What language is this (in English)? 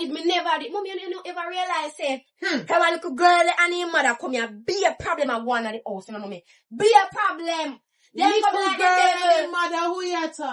Jamaican Creole English